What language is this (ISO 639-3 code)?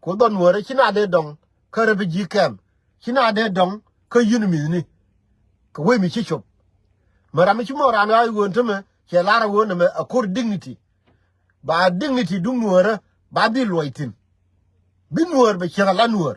nus